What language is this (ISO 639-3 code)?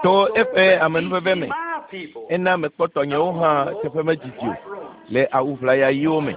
ewe